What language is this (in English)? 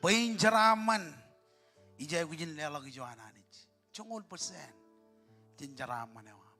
Marshallese